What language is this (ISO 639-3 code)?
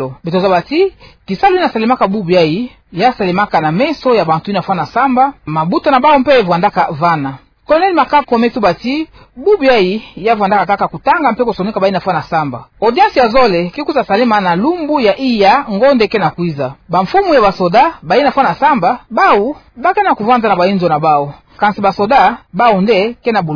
ktu